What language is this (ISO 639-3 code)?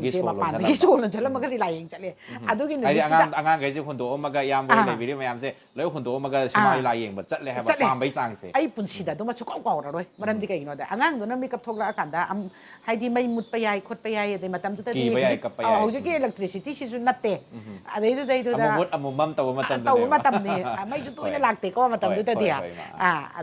mni